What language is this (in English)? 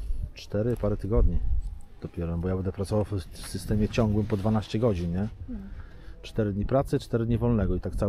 Polish